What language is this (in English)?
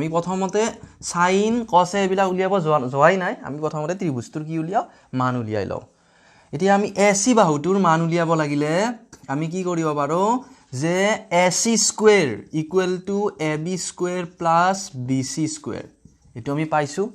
Assamese